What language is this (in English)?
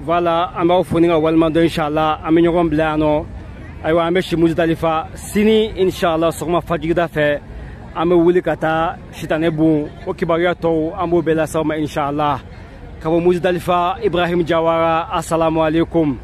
Bambara